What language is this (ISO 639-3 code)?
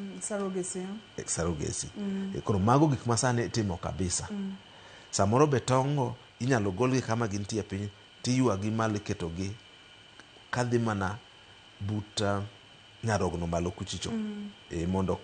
luo